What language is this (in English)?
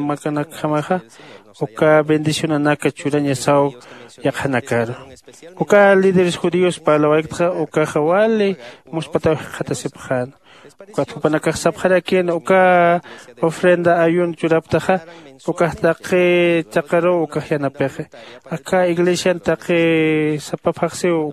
Aymara